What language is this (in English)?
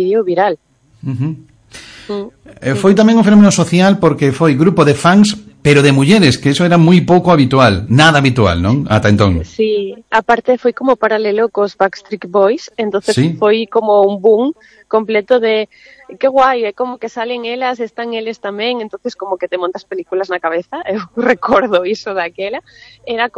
Galician